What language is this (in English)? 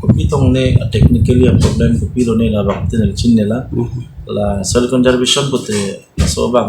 Karbi